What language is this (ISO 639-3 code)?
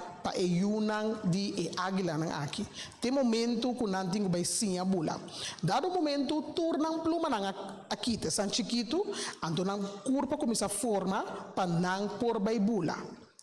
pap